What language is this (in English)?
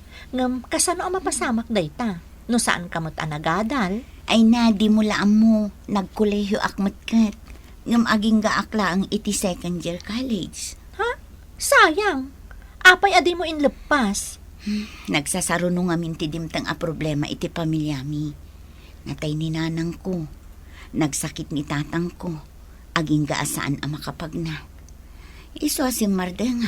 Iloko